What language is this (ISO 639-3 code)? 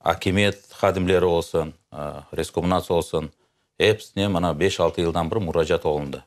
crh